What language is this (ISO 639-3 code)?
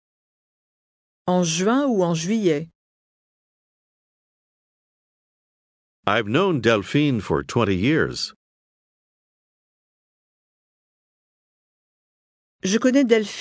fra